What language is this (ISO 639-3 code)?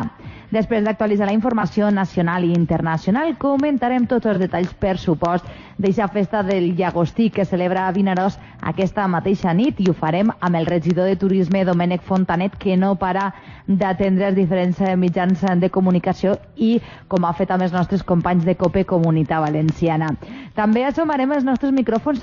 cat